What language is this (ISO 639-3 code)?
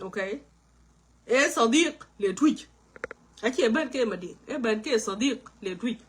nus